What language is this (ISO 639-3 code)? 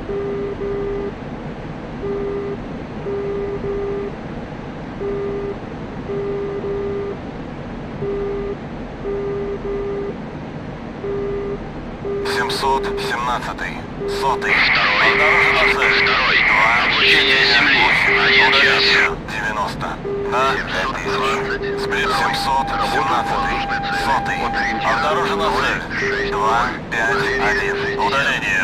rus